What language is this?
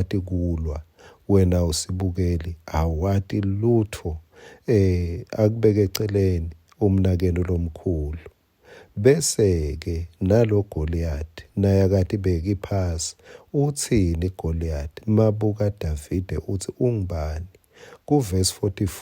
Swati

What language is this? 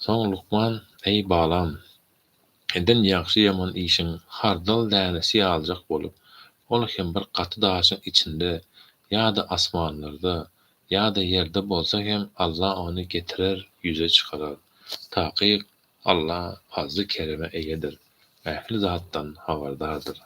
Turkmen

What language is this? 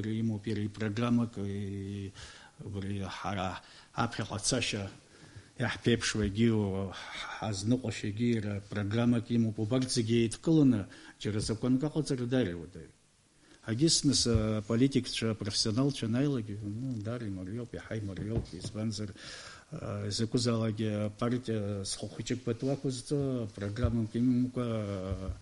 Abkhazian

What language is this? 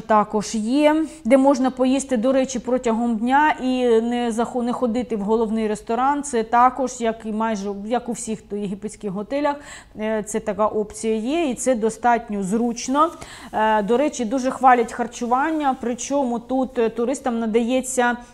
Ukrainian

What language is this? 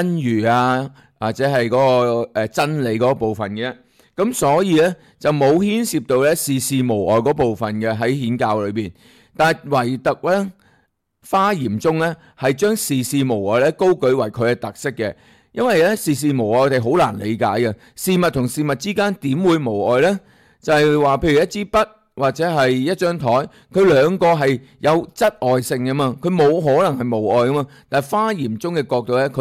Cantonese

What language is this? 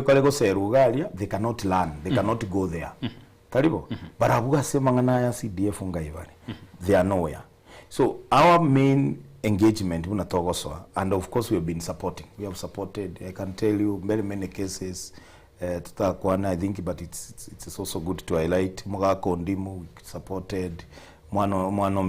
Gusii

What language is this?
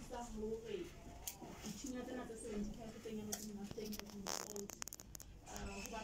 Southern Sotho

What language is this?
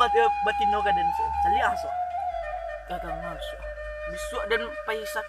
Minangkabau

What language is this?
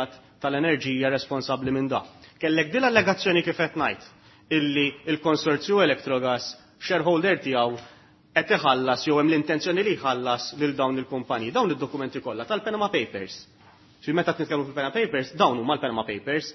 Maltese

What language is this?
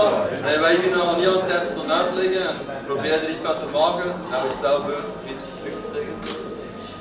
Dutch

